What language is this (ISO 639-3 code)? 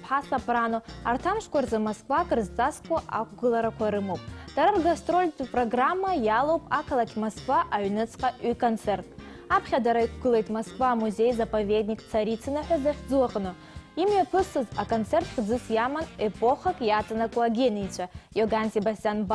abk